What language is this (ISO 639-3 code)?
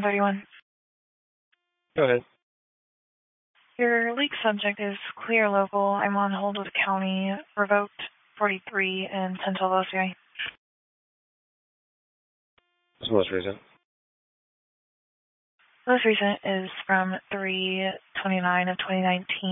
eng